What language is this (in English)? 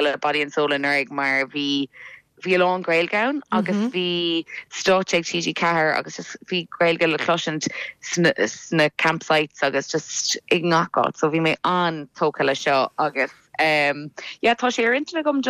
Irish